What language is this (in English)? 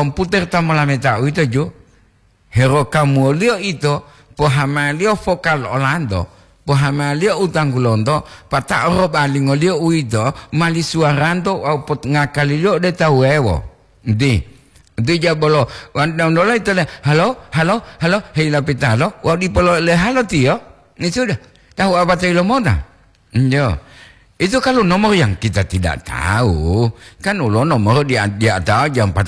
Gorontalo